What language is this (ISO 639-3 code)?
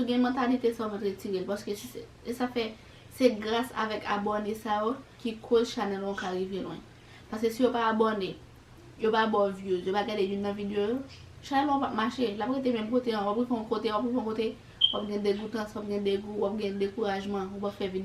hat